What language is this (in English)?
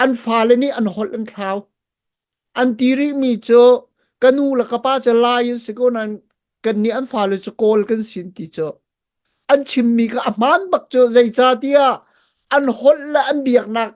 Hakha Chin